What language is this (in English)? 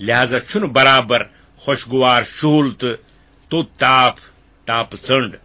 Kashmiri